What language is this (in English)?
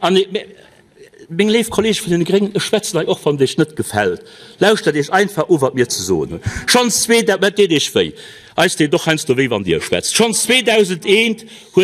Luxembourgish